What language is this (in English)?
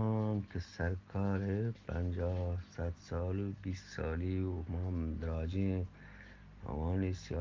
Eastern Balochi